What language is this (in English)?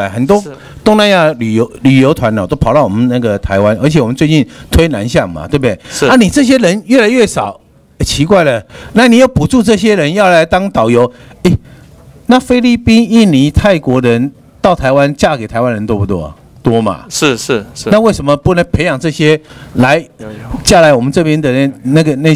Chinese